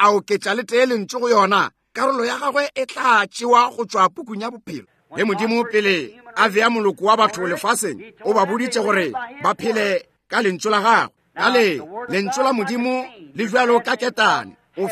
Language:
Northern Sotho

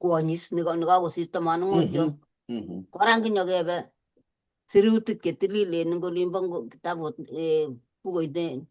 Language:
Kalenjin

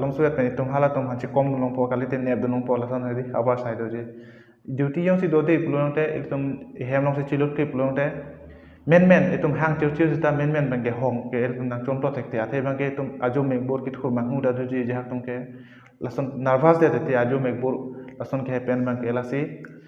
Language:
Karbi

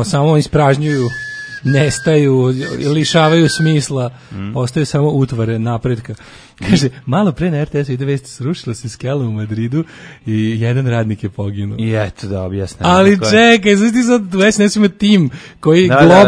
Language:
Serbian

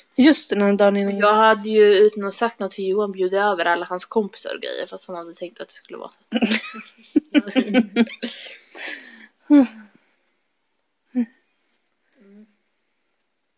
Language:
Swedish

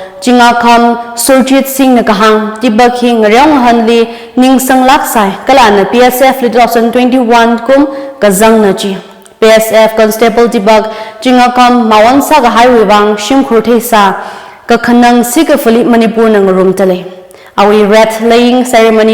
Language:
Tangkhul Naga (India)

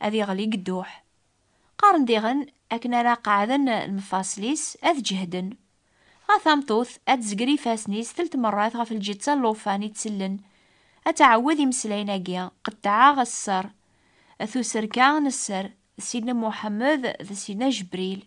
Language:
Kabyle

